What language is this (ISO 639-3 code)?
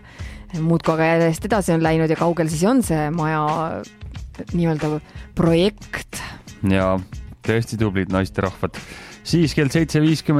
est